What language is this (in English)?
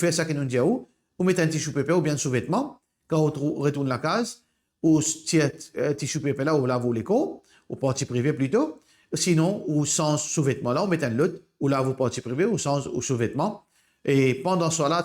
Morisyen